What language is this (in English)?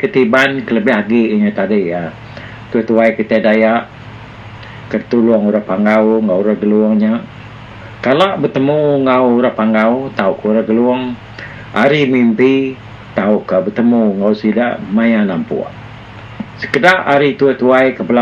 Iban